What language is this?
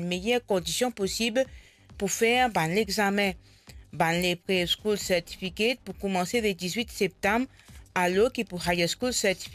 Morisyen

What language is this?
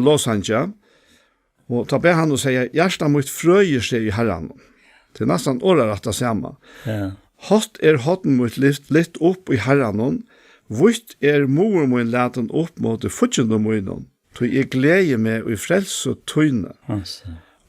Faroese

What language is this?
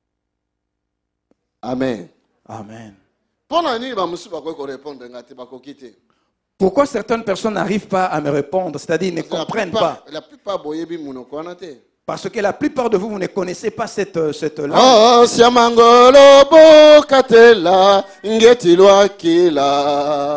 French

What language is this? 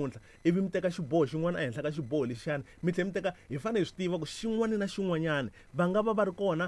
Tsonga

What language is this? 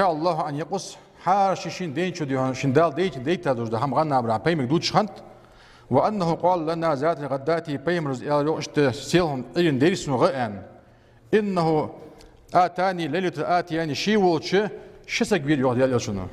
Ingush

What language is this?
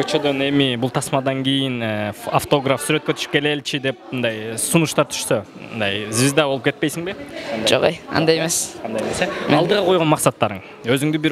Kyrgyz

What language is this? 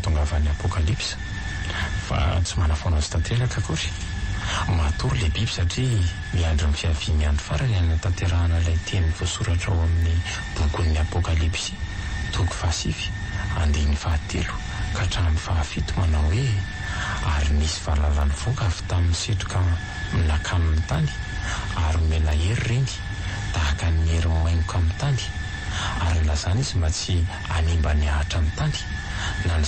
Malagasy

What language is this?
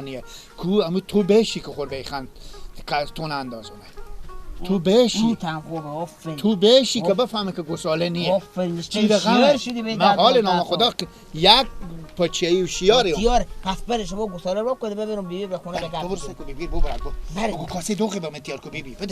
Persian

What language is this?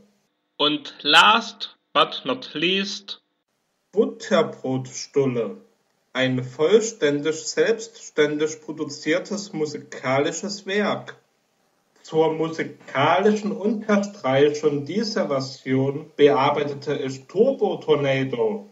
German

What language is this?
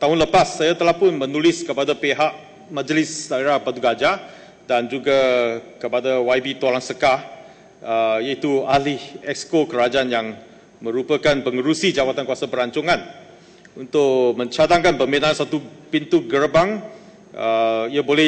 Malay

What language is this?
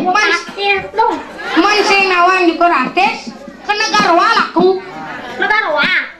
Balinese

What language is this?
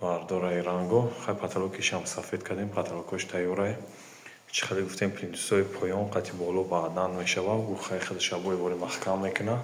Tajik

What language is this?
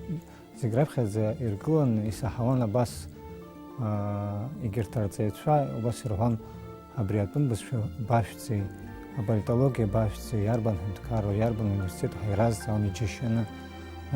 Abkhazian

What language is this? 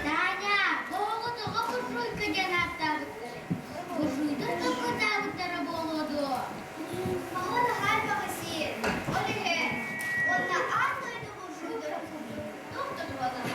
Yakut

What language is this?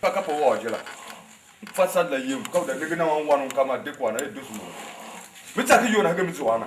Tiv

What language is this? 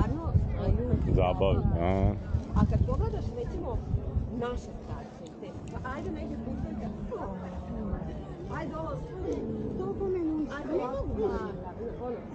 Croatian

